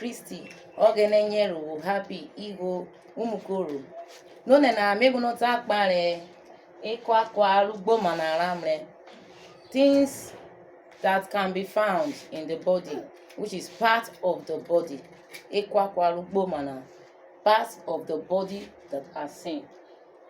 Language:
Urhobo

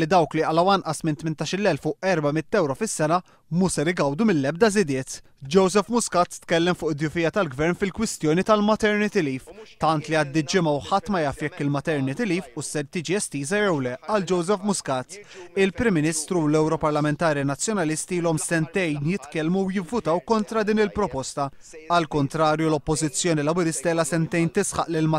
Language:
Maltese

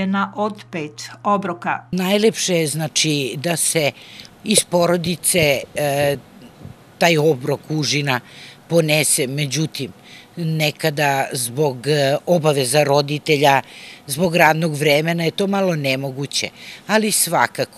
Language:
Serbian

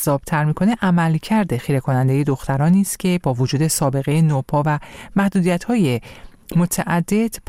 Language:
Persian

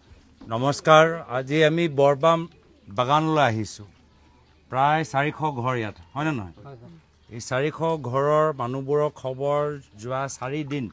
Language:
Assamese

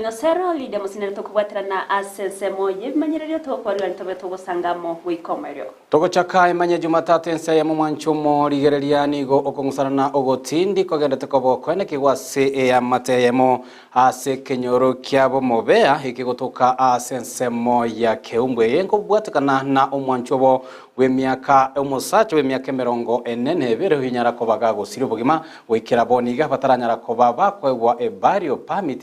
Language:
Gusii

